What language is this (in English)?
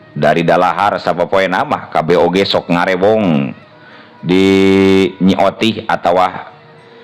Sundanese